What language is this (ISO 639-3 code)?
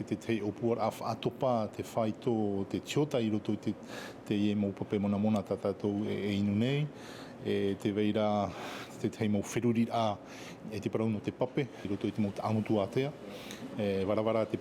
tah